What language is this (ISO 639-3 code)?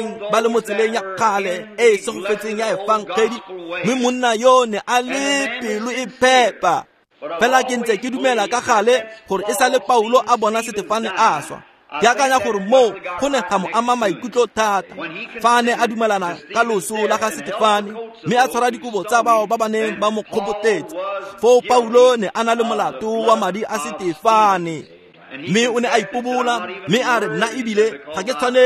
tsn